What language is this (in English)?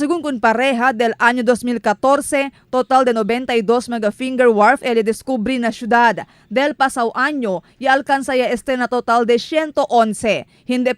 Chavacano